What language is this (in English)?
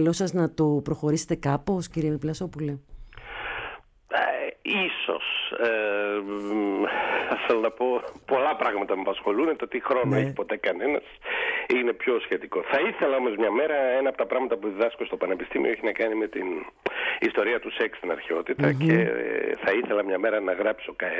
Greek